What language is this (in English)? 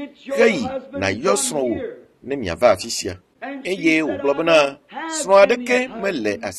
Ewe